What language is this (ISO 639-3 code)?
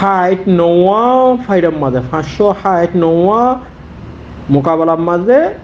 rhg